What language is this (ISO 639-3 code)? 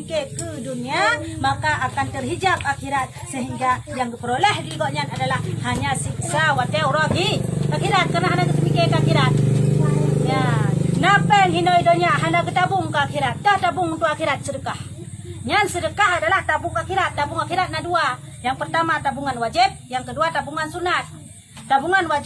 ace